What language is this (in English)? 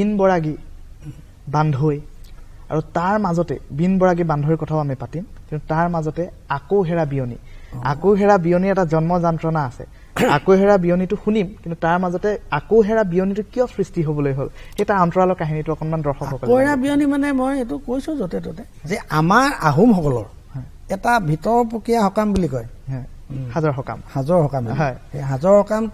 Assamese